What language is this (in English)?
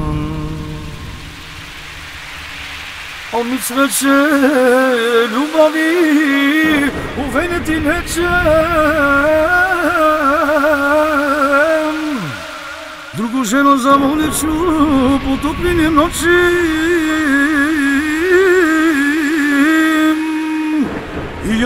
Croatian